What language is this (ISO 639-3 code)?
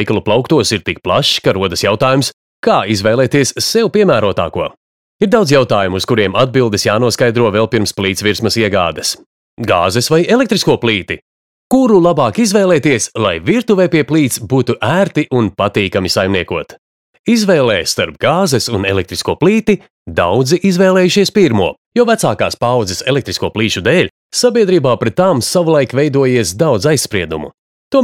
lav